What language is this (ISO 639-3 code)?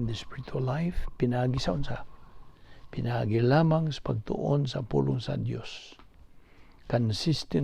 ceb